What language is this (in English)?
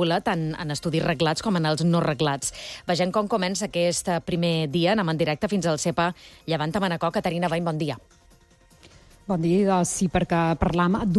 Catalan